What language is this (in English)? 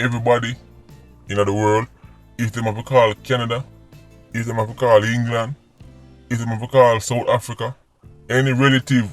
Jamaican Creole English